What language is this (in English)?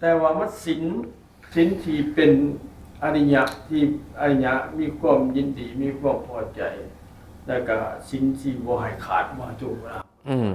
Northeastern Thai